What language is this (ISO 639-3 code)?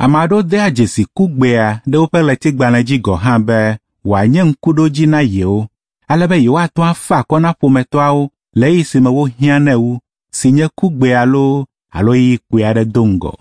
ewe